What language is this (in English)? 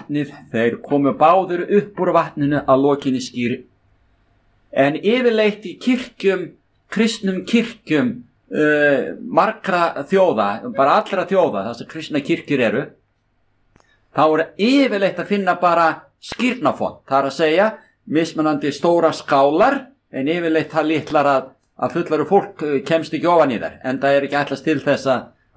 Icelandic